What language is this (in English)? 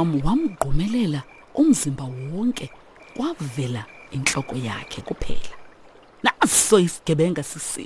Xhosa